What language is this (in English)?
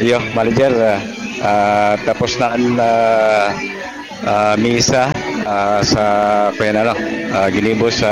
Bikol